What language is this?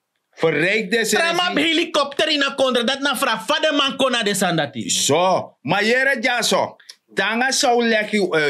Sranan Tongo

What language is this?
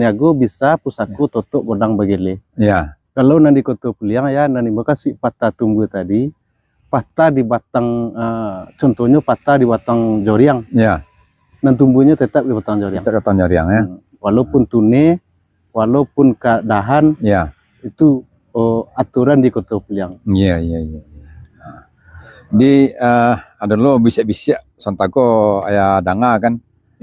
Minangkabau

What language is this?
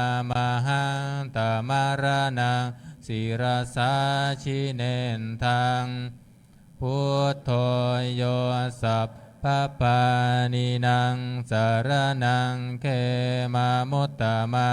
Pali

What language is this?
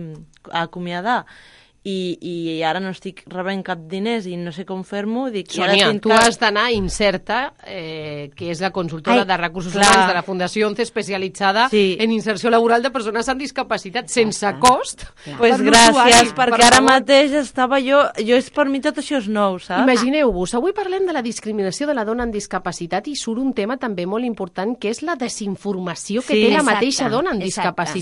Catalan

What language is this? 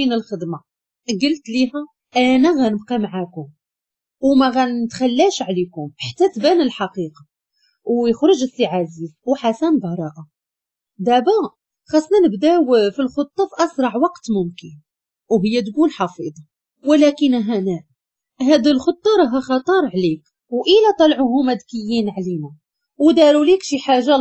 Moroccan Arabic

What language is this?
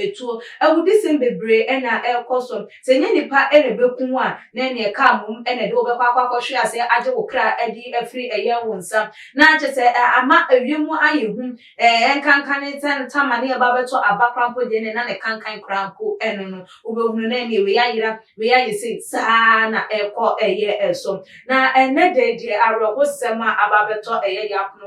Akan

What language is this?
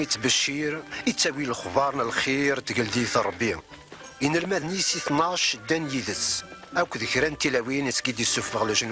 Kabyle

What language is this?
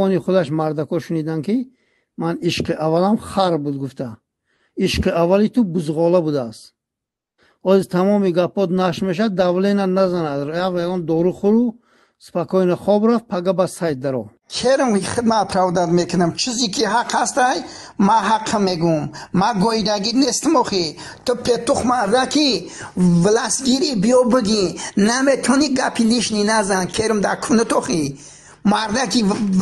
Tajik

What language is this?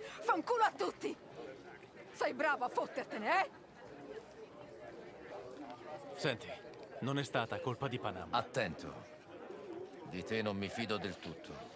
Italian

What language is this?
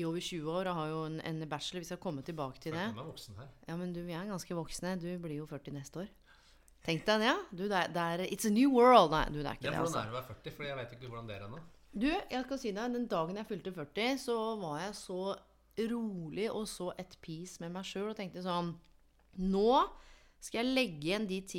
Norwegian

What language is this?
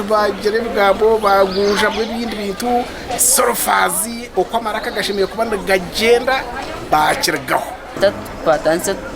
Nyankole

